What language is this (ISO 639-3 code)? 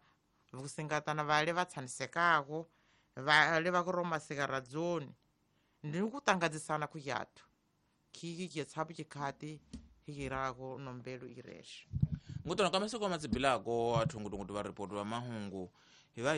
tso